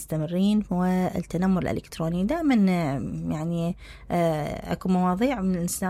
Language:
Mesopotamian Arabic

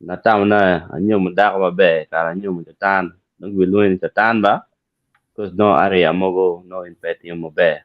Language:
Acoli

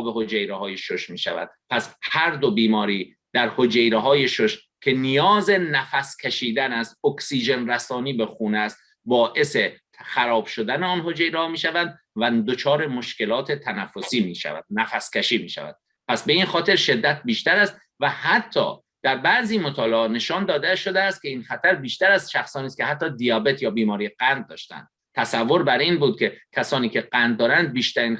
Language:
Tajik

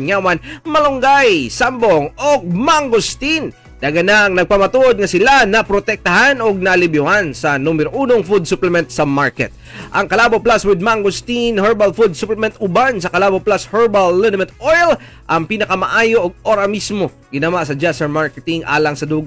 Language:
Cebuano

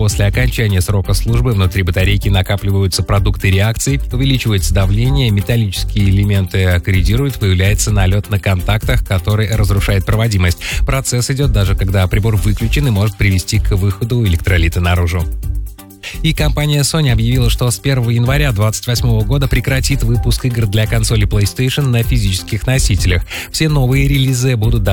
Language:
Russian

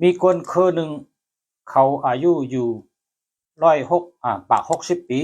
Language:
Shan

